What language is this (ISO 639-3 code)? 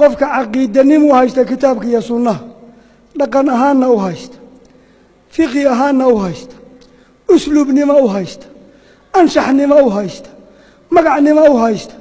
som